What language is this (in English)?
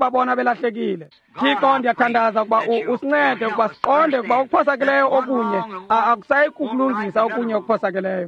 Xhosa